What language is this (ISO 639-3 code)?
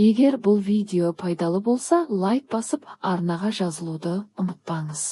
kaz